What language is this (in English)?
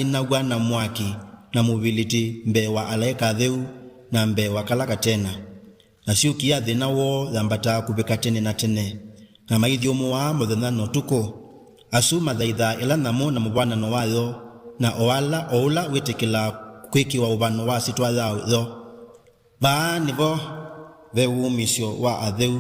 Kamba